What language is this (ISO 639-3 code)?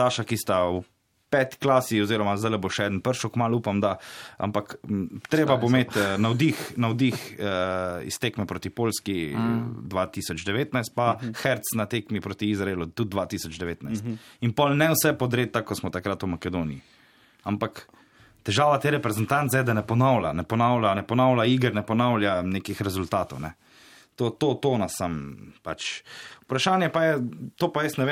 slv